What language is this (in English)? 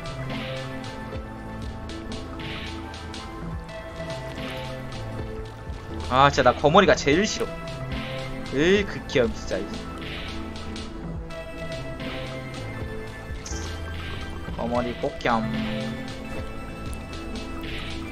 Korean